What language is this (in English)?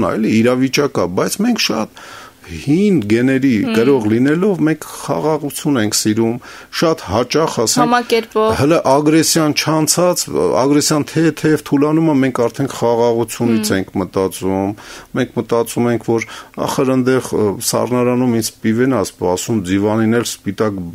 Armenian